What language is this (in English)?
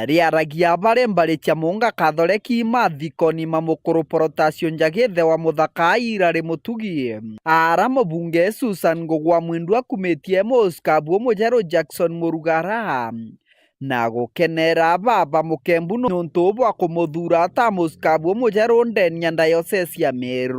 Meru